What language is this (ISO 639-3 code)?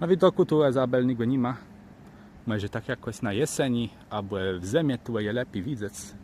csb